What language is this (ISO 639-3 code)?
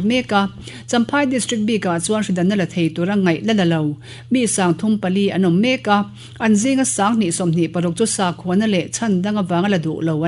lus